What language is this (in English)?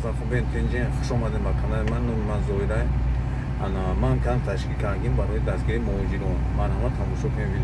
Tajik